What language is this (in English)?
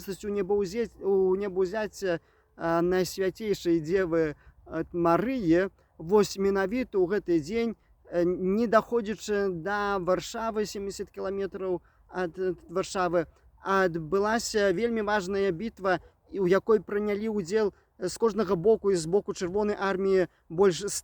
Belarusian